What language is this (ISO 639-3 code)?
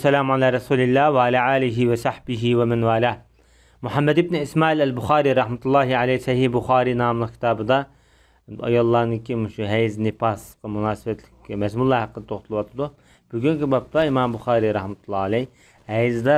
uig